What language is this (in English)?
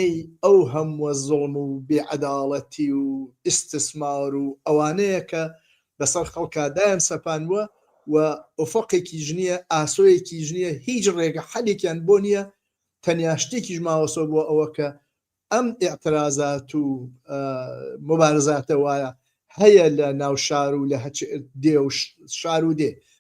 Central Kurdish